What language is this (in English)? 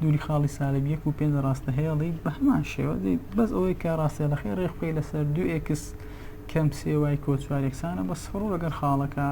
Central Kurdish